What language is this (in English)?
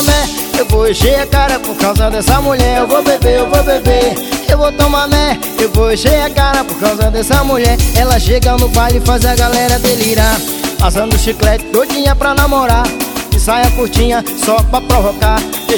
Portuguese